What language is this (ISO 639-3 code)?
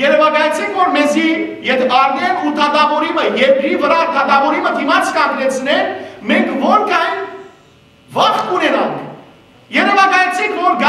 hyw